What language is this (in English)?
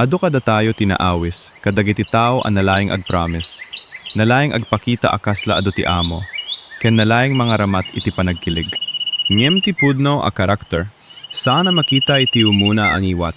Iloko